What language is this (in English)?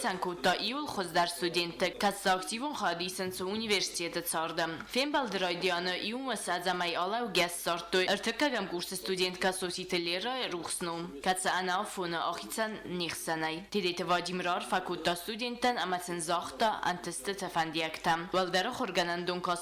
Ossetic